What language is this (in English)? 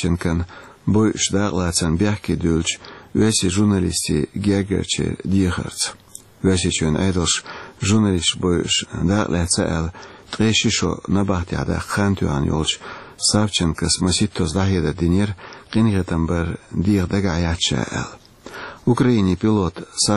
Chechen